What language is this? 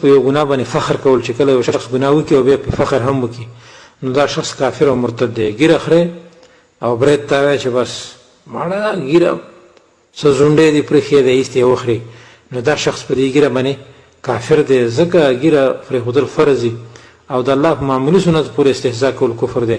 Pashto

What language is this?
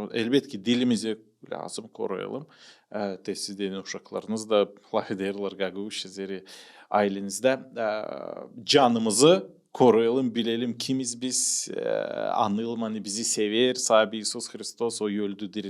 Gagauz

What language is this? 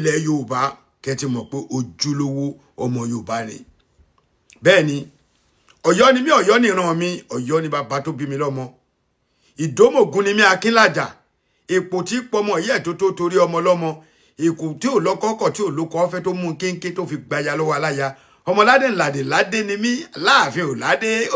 Yoruba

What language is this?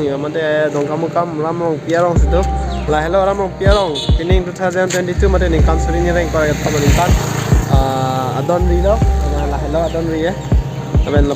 Karbi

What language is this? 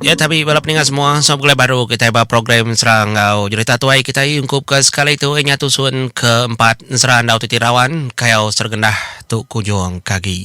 Iban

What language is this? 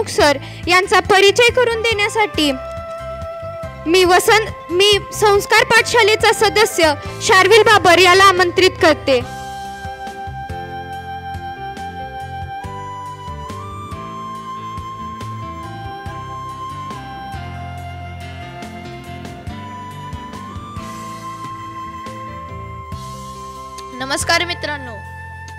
Marathi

